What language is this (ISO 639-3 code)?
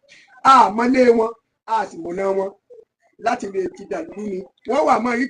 yor